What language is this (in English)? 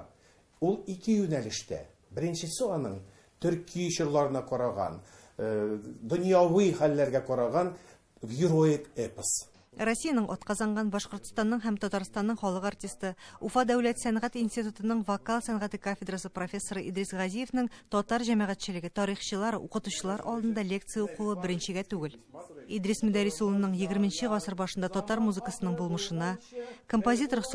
Tatar